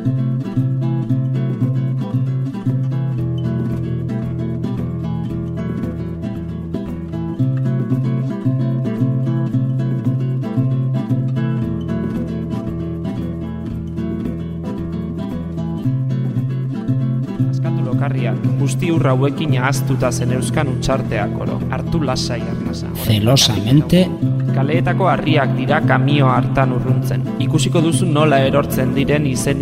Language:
Basque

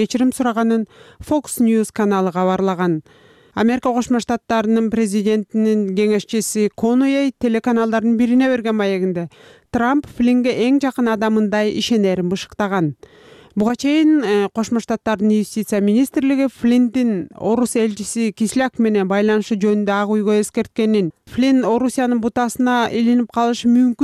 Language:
Kyrgyz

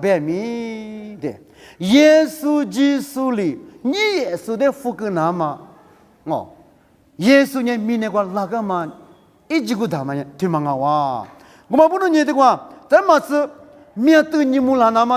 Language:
Lisu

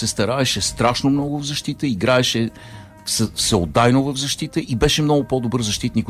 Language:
Bulgarian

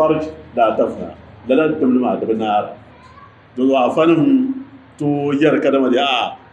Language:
Dagbani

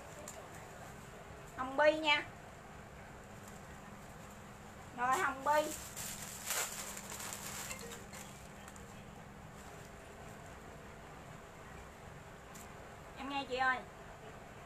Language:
Vietnamese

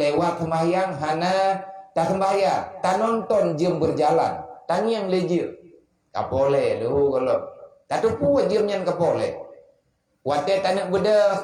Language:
Achinese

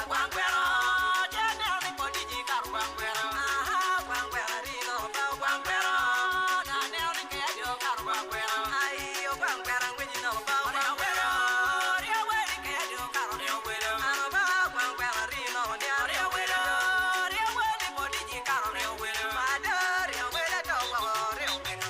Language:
Acoli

